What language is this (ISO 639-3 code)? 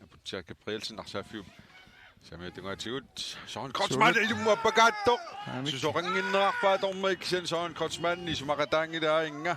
kal